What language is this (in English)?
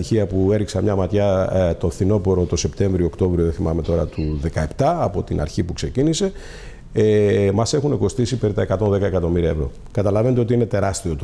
Greek